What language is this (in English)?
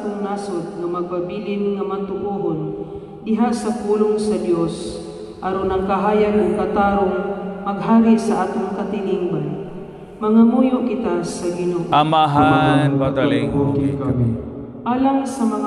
Cebuano